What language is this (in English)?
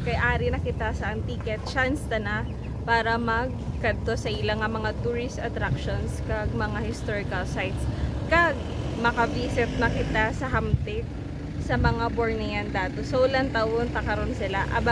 Hiligaynon